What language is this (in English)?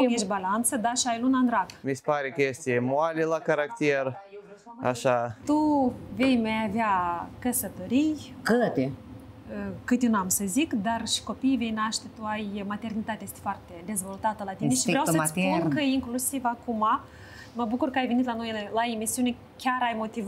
Romanian